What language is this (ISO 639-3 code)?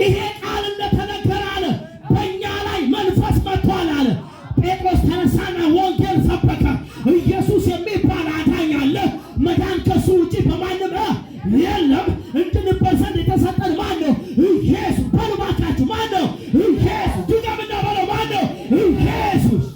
amh